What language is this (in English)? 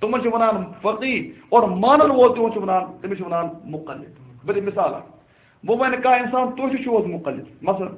Kashmiri